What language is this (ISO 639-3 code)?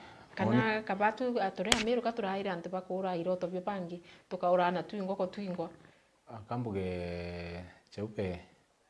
mer